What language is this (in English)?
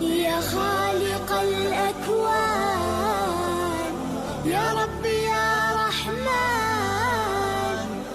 Kabardian